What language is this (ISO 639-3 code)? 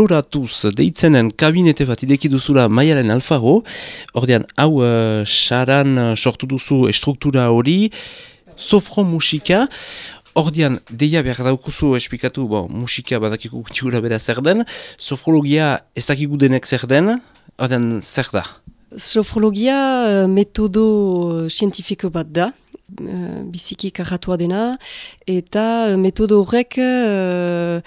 eus